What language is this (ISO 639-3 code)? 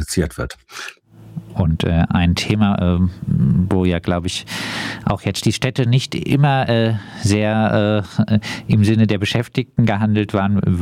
deu